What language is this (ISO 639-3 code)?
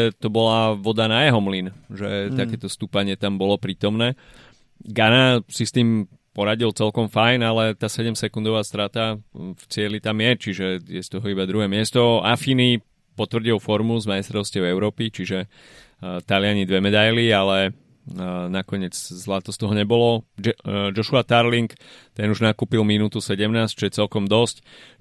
slk